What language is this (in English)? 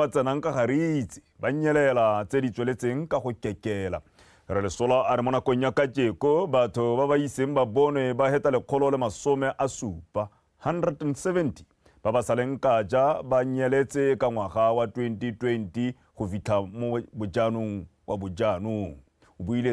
Tswana